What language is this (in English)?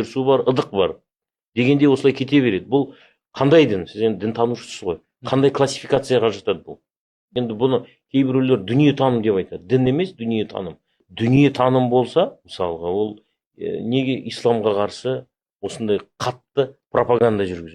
Kazakh